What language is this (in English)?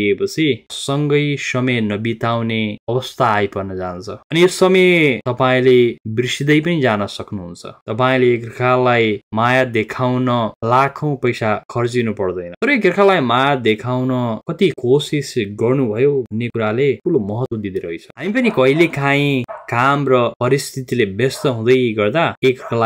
Nepali